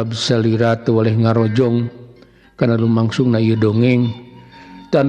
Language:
Sundanese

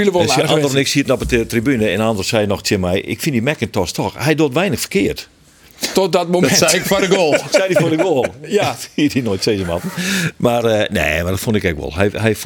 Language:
Western Frisian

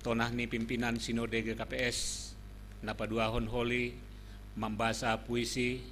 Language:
Batak Simalungun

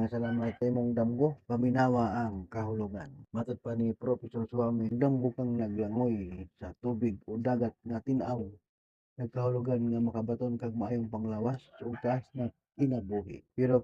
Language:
Cebuano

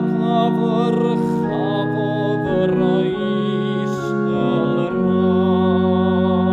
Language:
Welsh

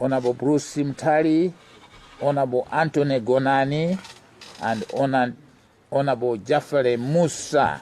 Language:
Nyanja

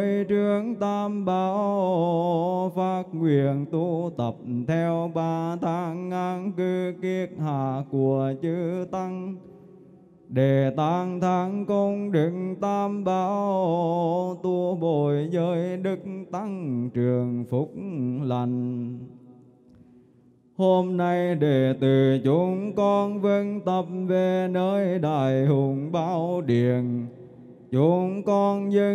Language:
Vietnamese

